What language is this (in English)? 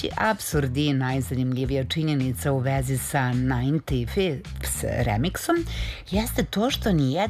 Serbian